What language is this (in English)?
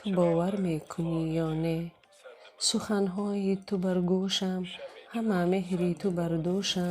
Tajik